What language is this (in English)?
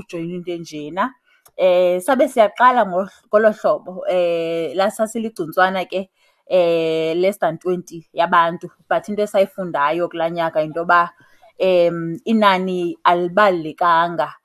Xhosa